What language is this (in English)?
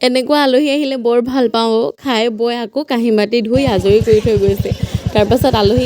Assamese